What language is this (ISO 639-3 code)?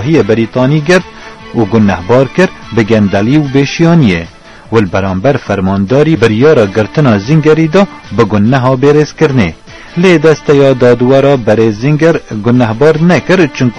kur